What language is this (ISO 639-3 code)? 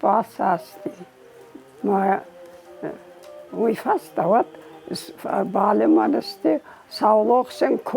oss